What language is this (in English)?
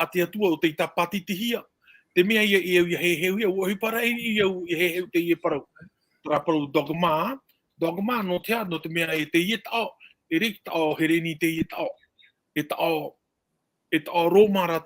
Tahitian